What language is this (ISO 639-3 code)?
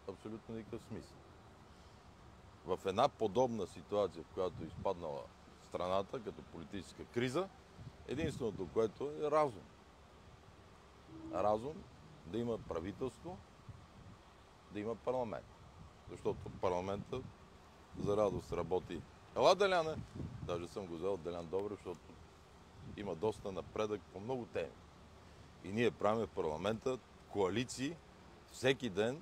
bul